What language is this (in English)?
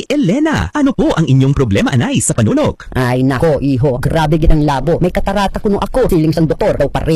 Hiligaynon